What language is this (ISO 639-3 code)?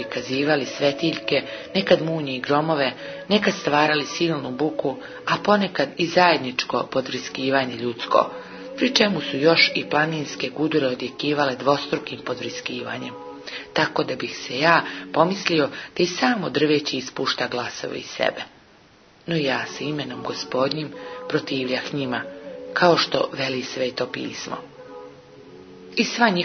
hrv